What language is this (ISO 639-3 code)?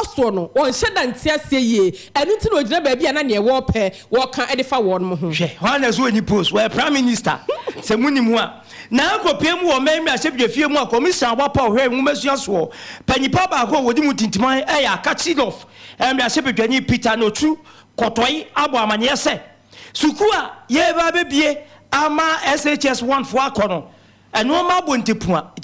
aka